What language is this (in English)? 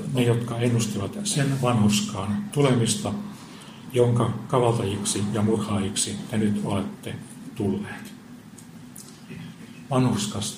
Finnish